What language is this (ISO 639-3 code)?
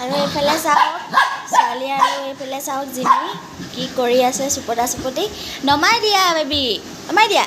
asm